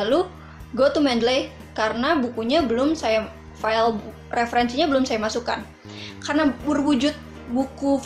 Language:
Indonesian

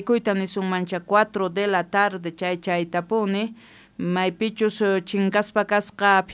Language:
South Bolivian Quechua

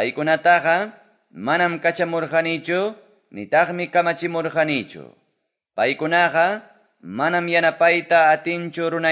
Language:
Quechua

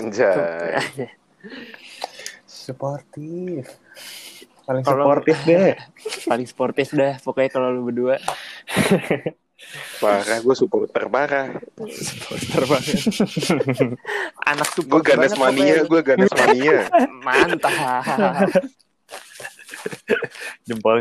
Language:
Indonesian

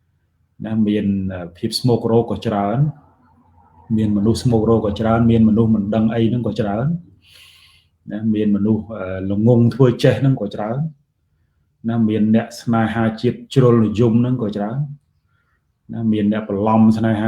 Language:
Khmer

